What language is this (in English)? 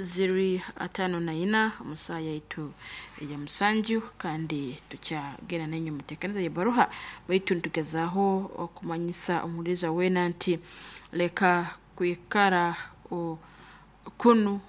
Nyoro